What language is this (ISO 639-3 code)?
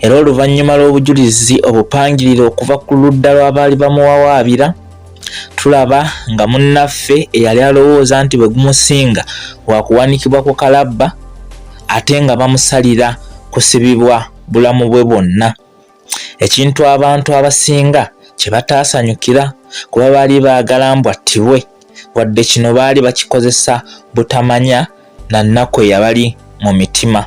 lug